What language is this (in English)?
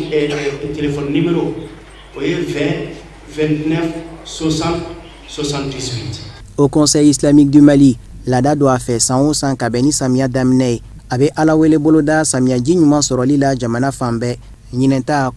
Bambara